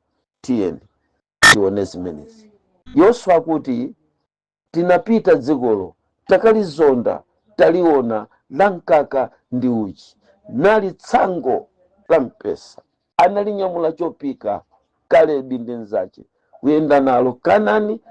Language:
Nyanja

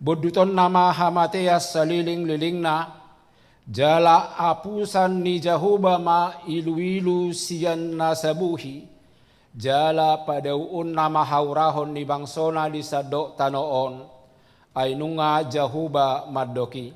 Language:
Batak Toba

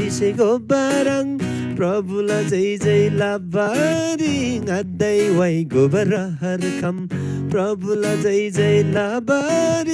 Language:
Eastern Tamang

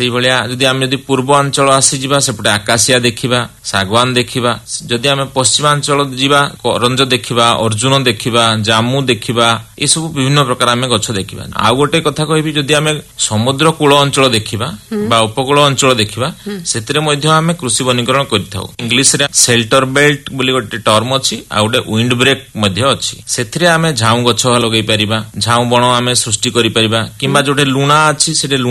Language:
Odia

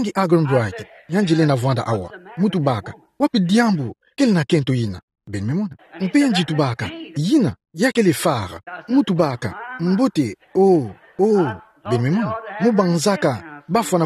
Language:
Kituba (Democratic Republic of Congo)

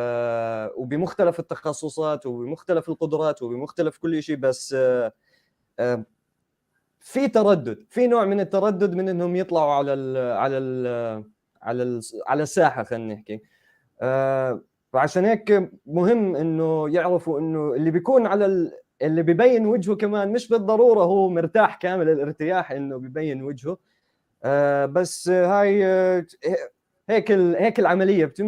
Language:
North Levantine Arabic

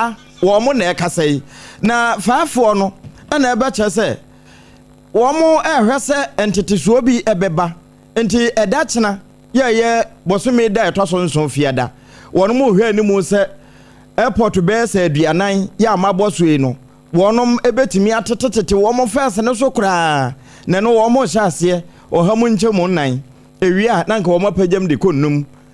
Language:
Akan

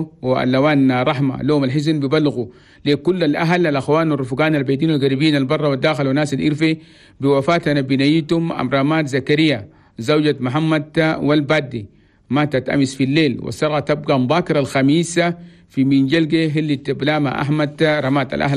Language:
Chadian Arabic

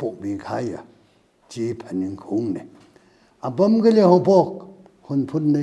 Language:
Tangkhul Naga (India)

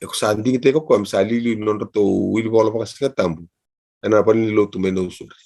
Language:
Fijian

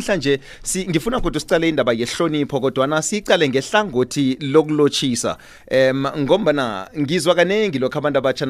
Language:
South Ndebele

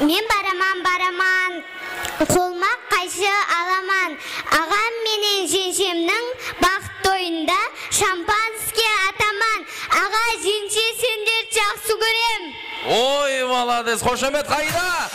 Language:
Kara-Kalpak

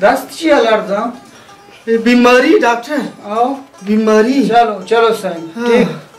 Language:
Baluchi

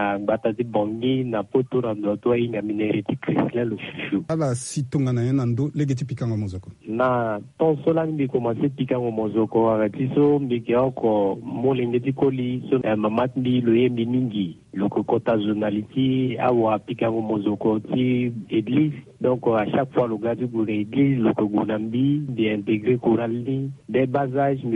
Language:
Sango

